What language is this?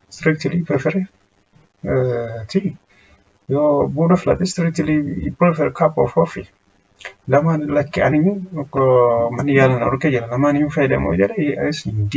Oromo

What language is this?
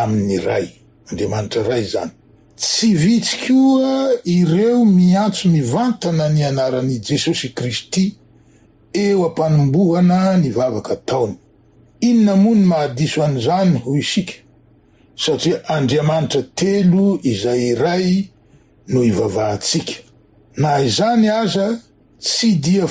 Malagasy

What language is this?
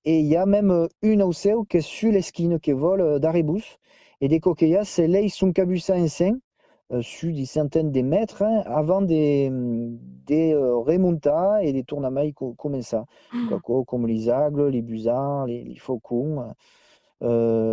Occitan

